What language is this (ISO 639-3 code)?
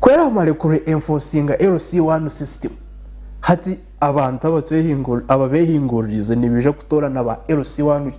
nyn